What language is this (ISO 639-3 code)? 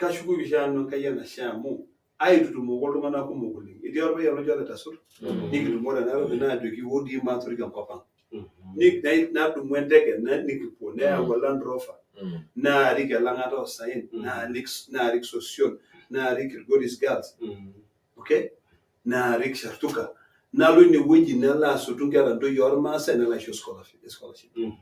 mas